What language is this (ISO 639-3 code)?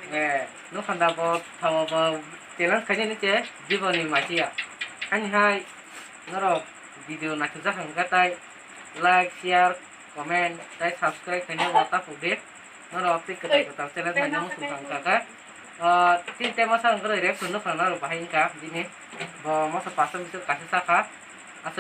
trp